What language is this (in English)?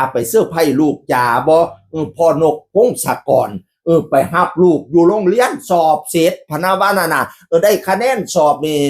Northeastern Thai